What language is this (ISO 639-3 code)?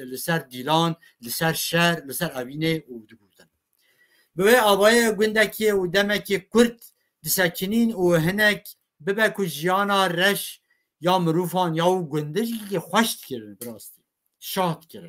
kur